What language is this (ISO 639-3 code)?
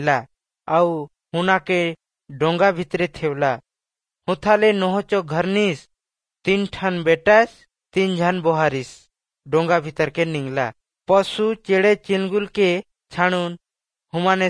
ori